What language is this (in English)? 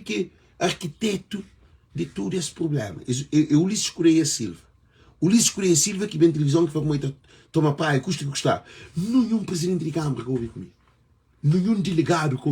Kabuverdianu